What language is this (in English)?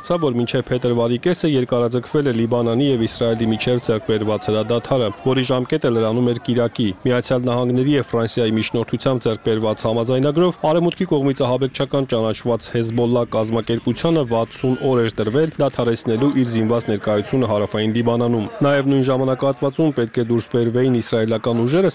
Armenian